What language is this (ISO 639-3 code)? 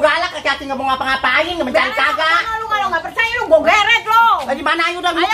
bew